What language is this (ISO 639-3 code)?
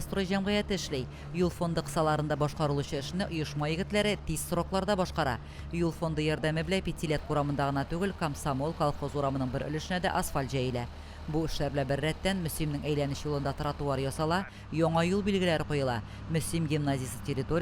tat